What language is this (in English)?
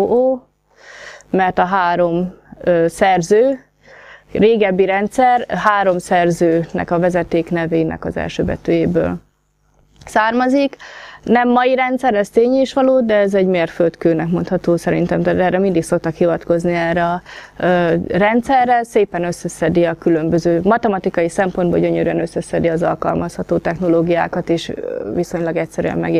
Hungarian